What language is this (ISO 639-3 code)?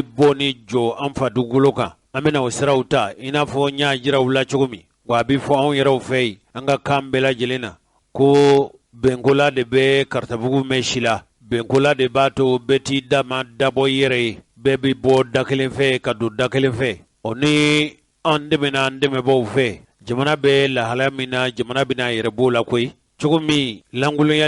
bam